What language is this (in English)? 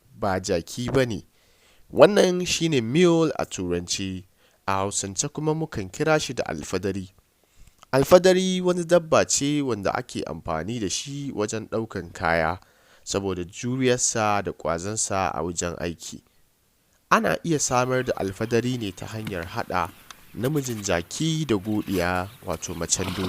Hausa